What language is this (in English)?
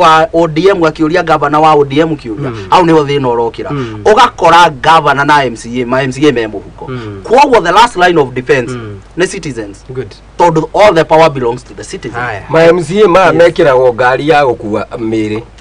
Kikuyu